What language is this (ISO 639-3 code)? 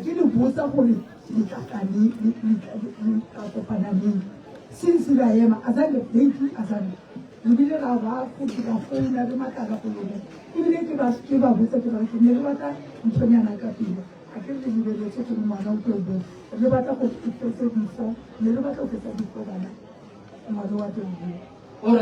nso